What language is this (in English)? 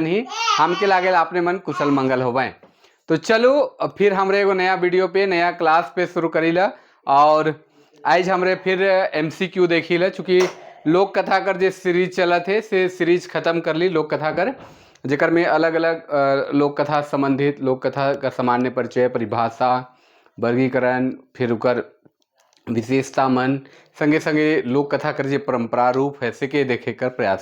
Sadri